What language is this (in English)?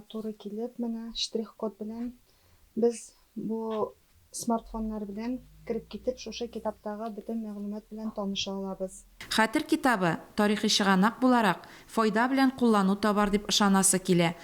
Tatar